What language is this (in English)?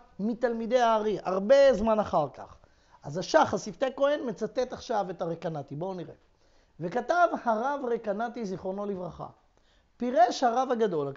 Hebrew